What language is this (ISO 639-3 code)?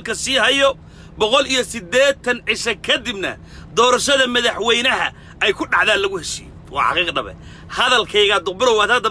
som